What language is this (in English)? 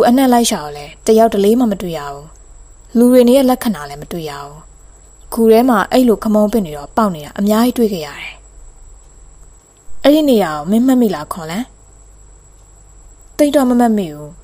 Burmese